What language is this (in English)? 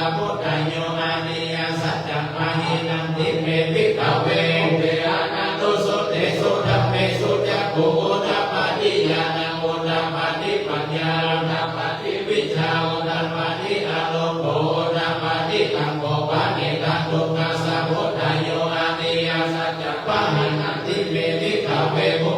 Pali